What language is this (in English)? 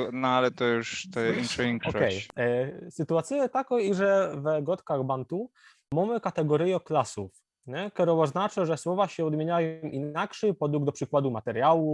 Silesian